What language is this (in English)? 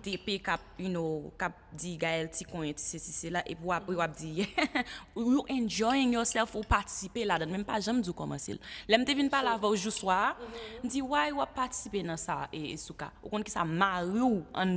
Haitian Creole